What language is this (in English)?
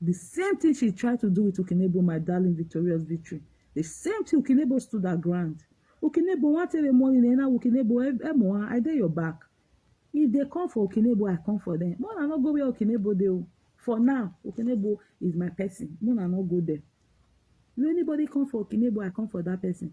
Nigerian Pidgin